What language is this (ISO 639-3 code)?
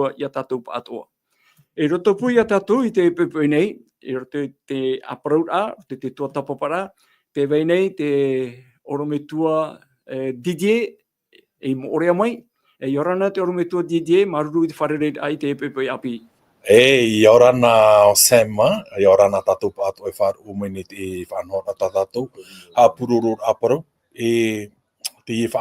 tah